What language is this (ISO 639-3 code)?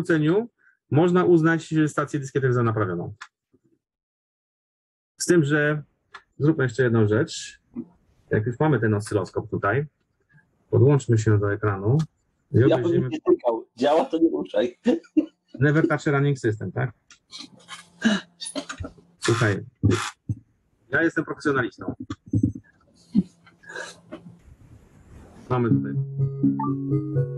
pol